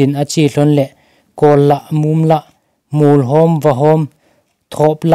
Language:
Thado Chin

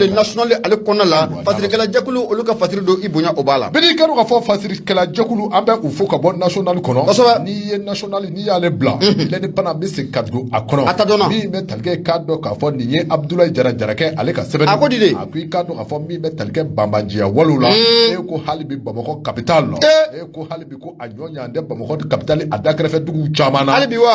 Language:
Bambara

